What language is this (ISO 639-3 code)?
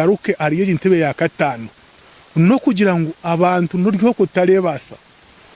nyn